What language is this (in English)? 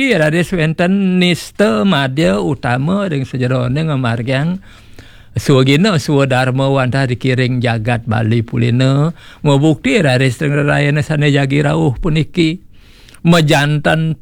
Balinese